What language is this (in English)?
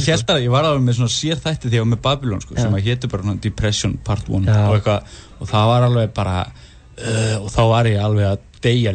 Icelandic